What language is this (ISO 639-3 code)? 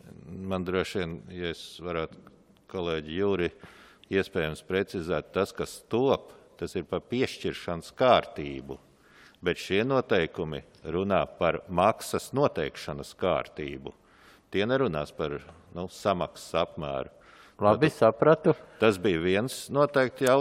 lav